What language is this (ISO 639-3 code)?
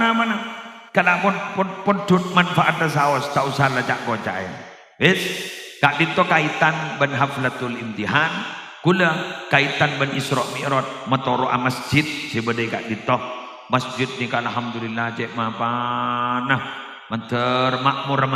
mad